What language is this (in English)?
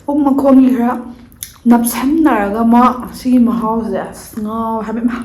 Manipuri